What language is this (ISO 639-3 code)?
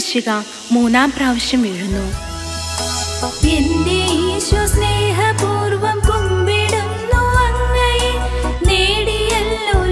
mal